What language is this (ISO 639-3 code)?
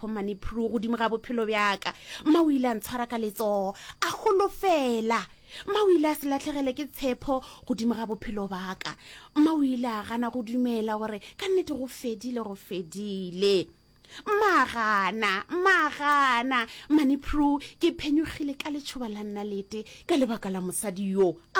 nso